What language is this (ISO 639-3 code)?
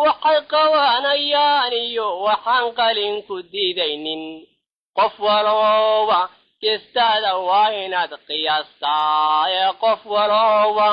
som